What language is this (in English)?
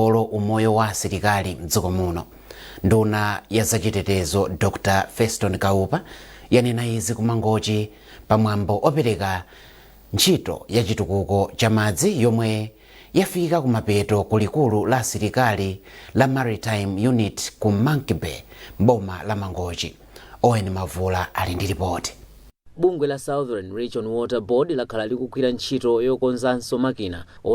Nyanja